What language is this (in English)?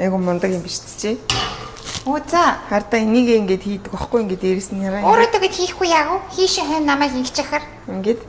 Mongolian